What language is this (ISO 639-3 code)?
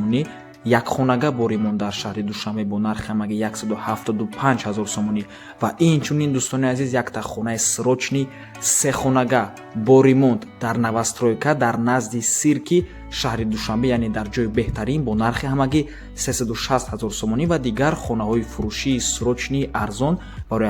tgk